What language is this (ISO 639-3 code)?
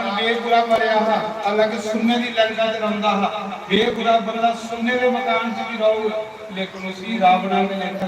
doi